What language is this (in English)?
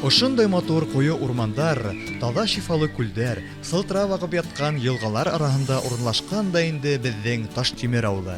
Bashkir